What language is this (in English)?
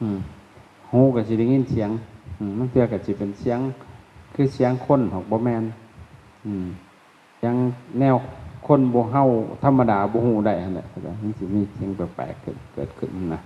Lao